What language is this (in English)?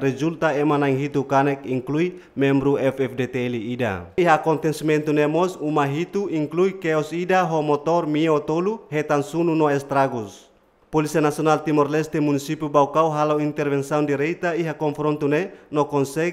Tetum